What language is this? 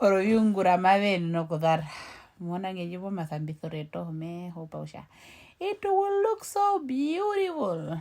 Herero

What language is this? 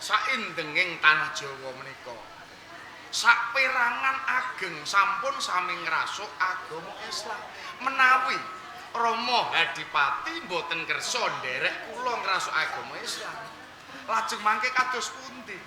Javanese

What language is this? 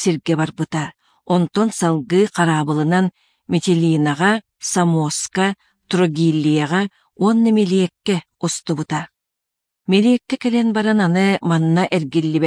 Yakut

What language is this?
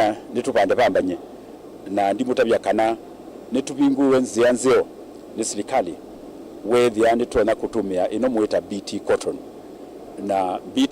Kamba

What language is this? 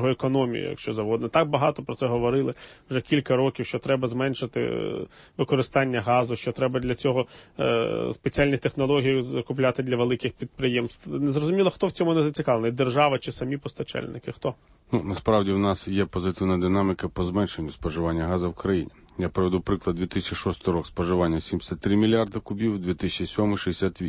Ukrainian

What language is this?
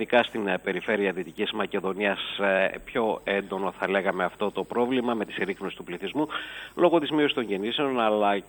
Greek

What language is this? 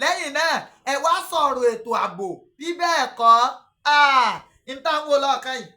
Yoruba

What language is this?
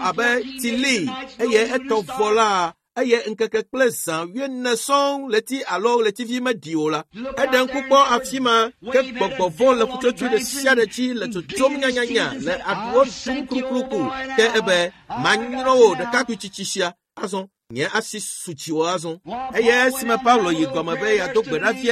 Ewe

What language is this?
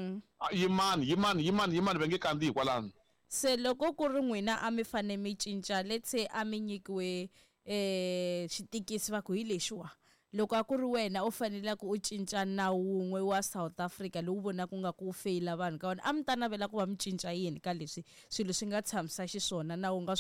Tsonga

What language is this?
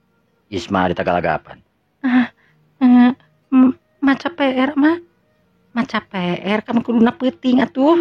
Sundanese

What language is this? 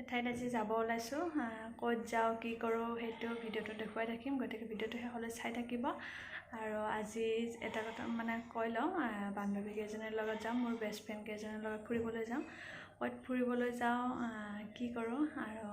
Assamese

